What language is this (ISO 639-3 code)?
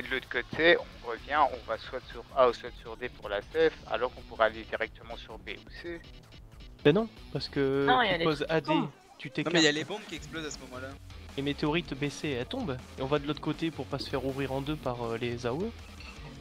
fra